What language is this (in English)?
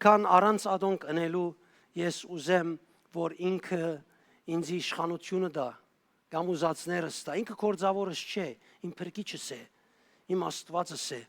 Western Armenian